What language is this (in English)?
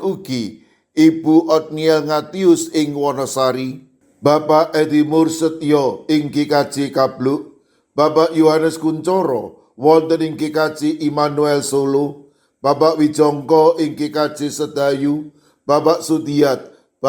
Javanese